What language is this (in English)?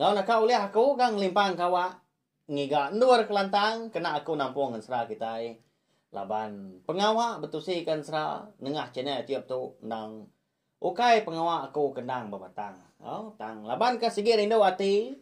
Iban